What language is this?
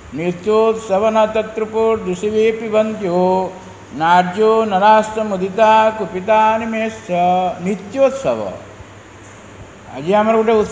Odia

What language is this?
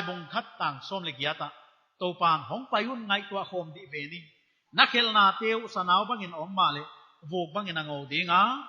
Paite Chin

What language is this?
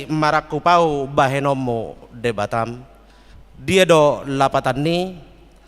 Batak Toba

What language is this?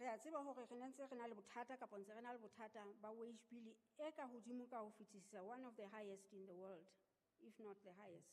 Southern Sotho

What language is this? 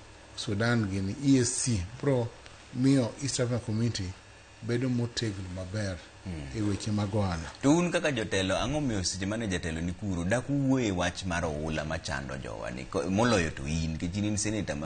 Luo (Kenya and Tanzania)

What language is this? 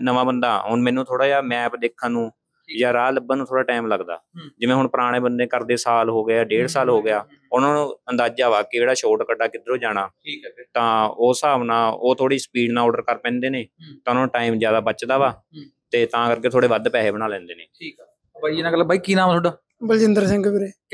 Punjabi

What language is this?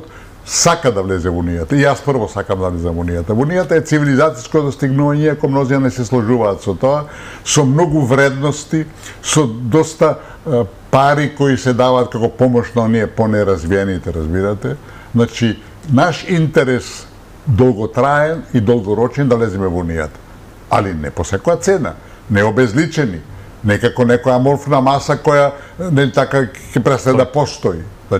Macedonian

